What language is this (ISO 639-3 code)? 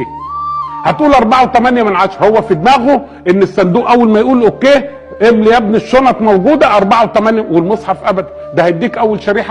arz